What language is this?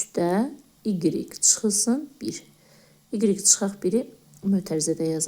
Azerbaijani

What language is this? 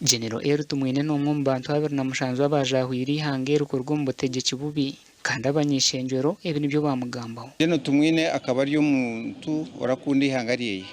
Nyankole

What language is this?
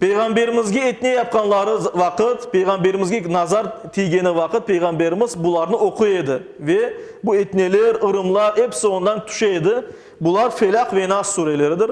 Crimean Tatar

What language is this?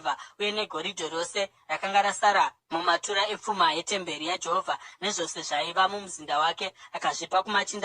Shona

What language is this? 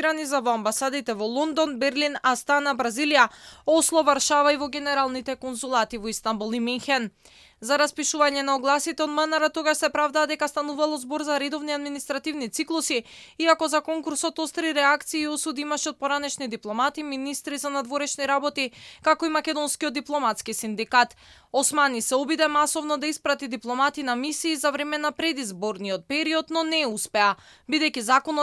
Macedonian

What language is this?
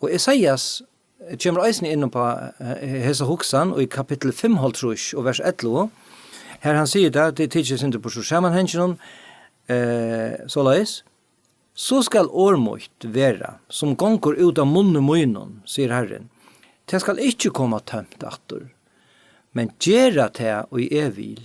Faroese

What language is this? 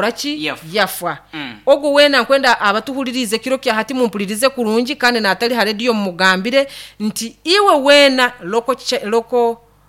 Nyoro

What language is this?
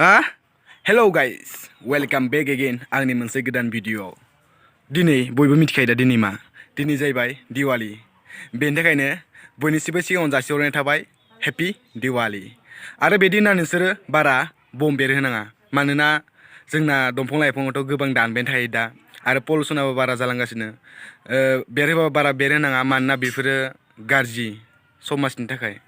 Bodo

